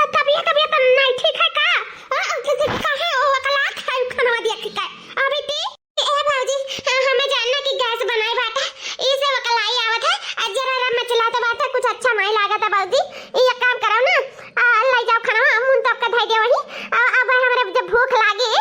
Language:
Awadhi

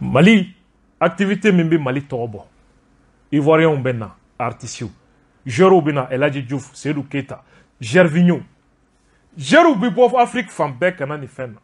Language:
Bambara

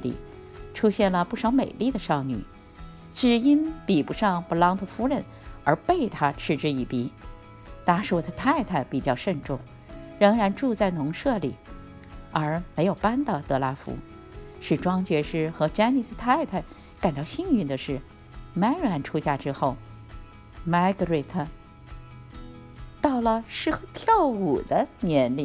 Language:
Chinese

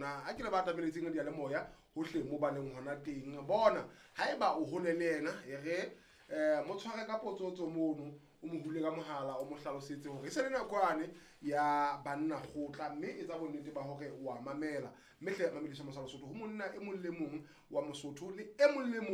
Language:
Southern Sotho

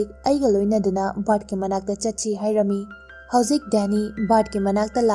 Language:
Manipuri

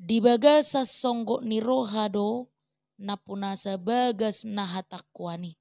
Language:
Batak Toba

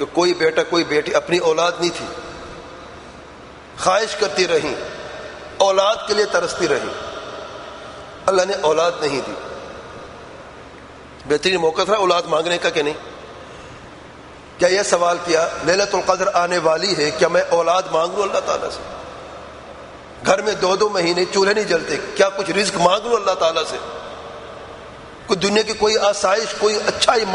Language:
Urdu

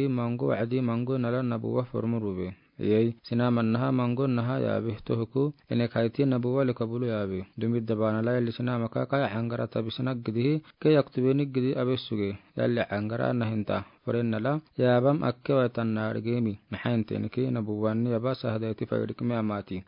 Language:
Afar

